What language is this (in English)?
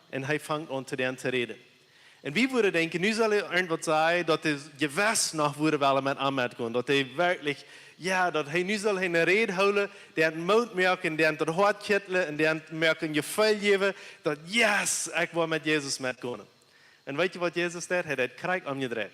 Plautdietsch